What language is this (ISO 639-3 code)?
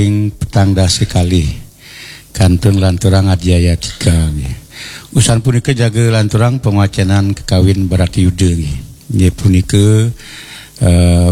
ban